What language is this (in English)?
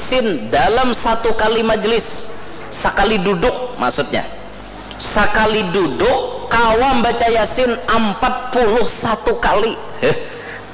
Banjar